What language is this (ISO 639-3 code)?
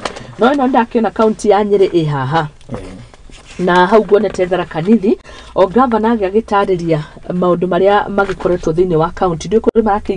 kik